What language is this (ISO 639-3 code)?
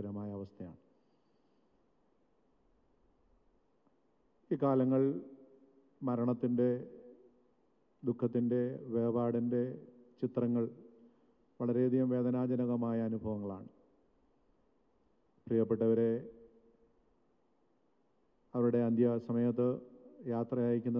mal